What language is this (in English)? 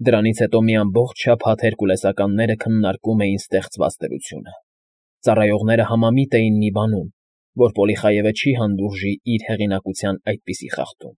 Armenian